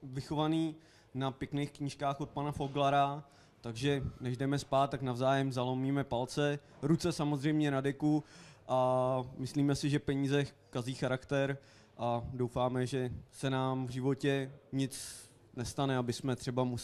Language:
Czech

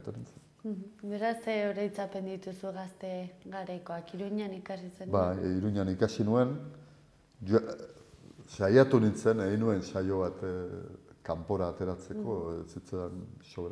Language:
Basque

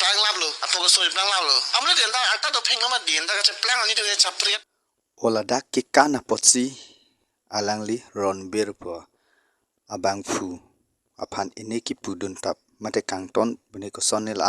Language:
Karbi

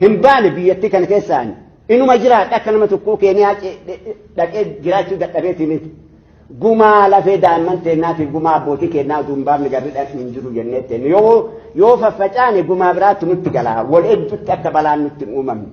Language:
Oromo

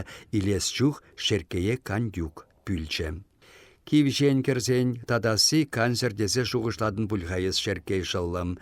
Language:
Chuvash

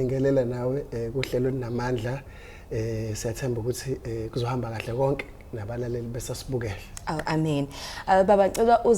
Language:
Zulu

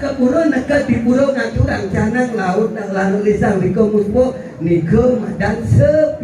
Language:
Balinese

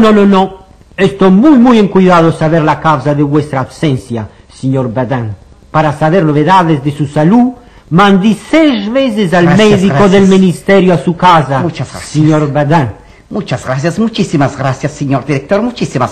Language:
Ladino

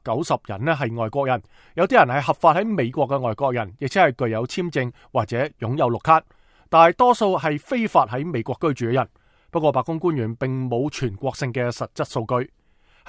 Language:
Cantonese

